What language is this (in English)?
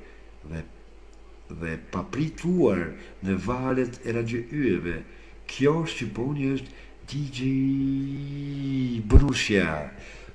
Albanian